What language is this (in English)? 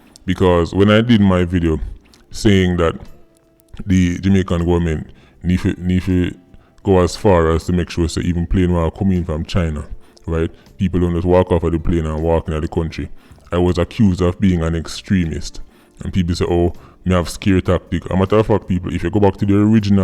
Jamaican Creole English